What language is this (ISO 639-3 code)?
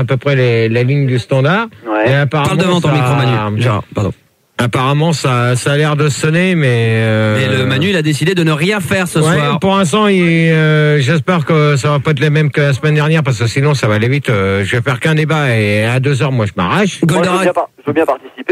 fra